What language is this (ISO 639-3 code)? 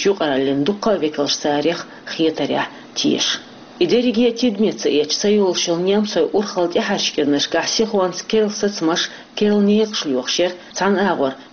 che